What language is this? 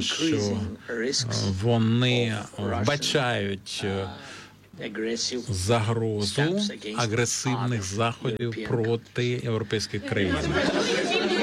Ukrainian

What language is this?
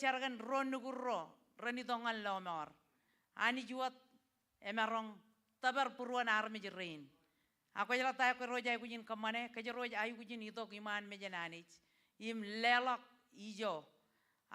Marshallese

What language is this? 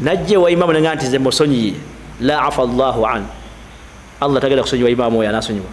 Ganda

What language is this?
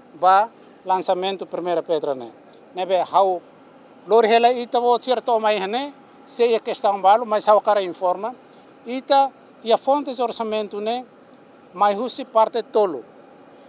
Tetum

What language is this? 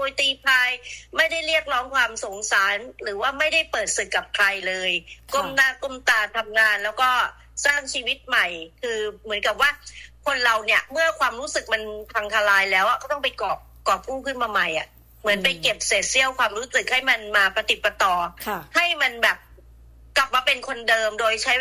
Thai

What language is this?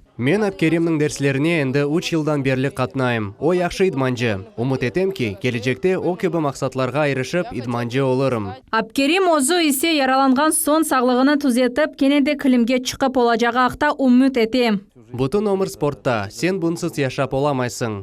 Crimean Tatar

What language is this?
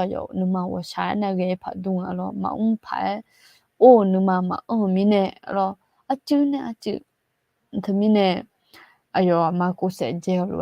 Akha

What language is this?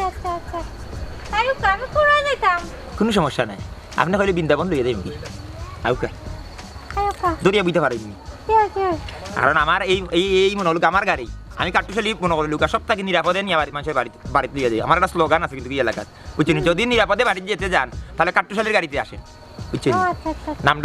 Sylheti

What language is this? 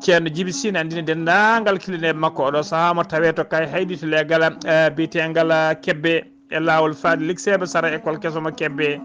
Fula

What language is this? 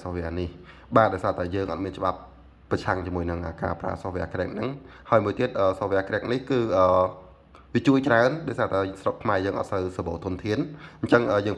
Khmer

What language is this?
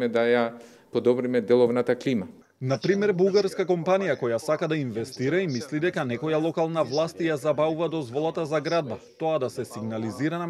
Macedonian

